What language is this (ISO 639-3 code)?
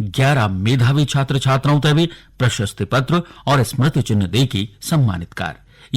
gbm